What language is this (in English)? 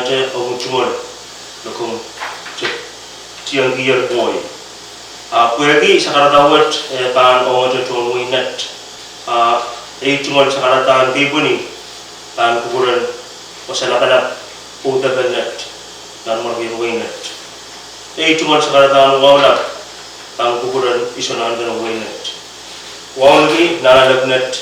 Pohnpeian